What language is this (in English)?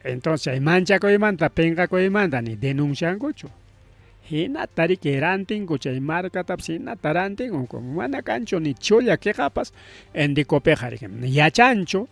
Ayacucho Quechua